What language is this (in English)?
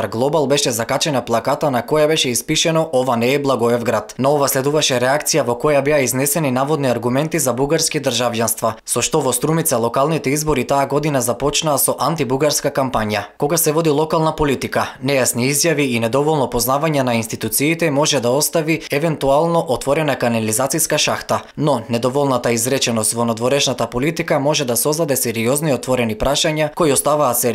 Macedonian